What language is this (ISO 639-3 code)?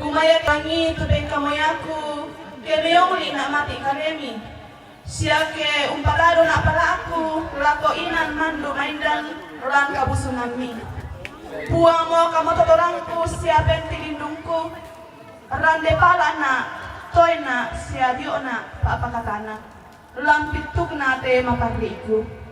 sda